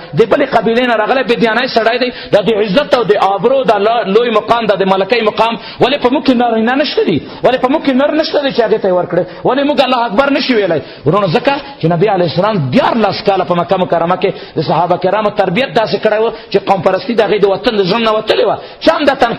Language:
Pashto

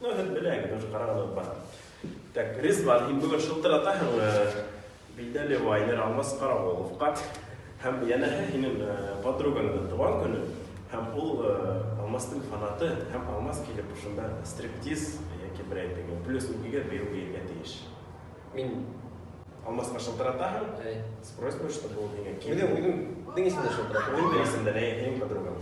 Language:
Bashkir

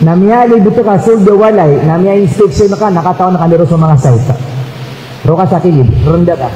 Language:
Maranao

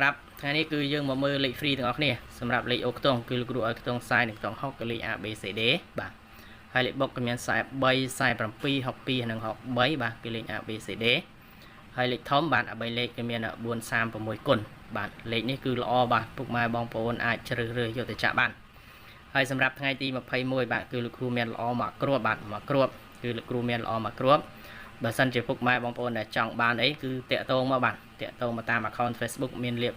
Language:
Khmer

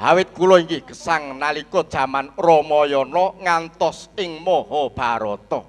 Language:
Javanese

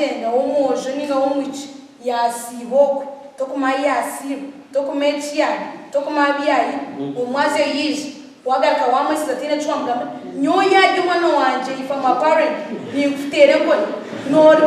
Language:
Nyankole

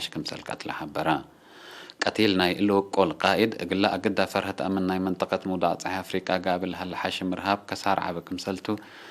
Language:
Tigre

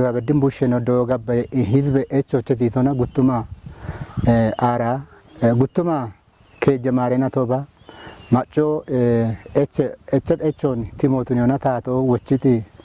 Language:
Kafa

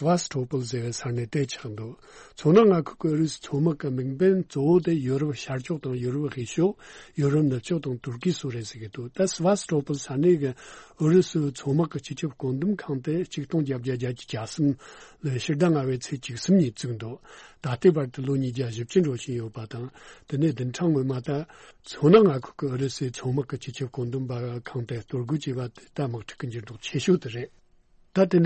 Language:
Tibetan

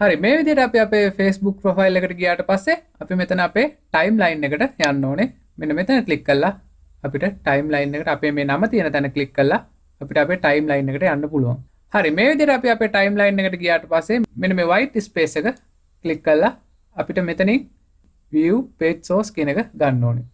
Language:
Sinhala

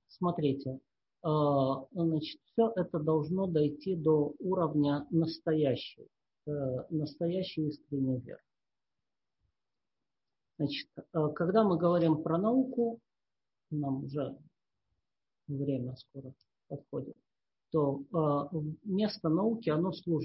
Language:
Russian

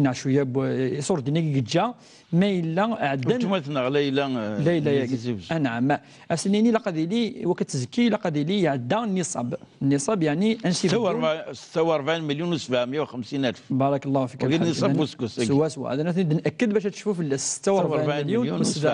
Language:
Kabyle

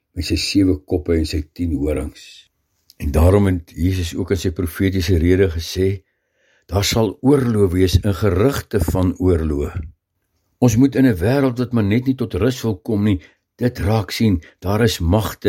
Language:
Afrikaans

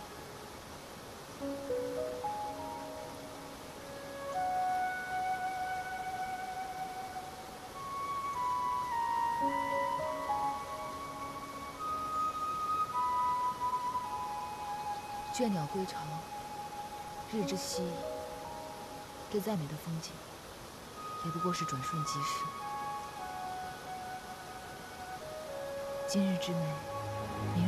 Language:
Chinese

